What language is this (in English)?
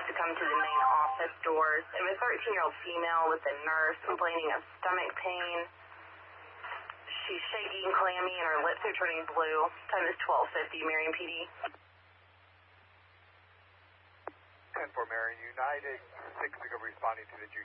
English